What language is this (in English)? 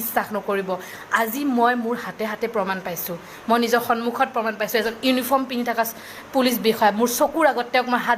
Assamese